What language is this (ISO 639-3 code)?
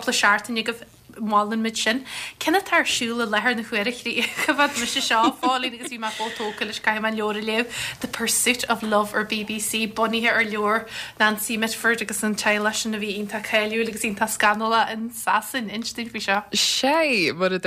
gle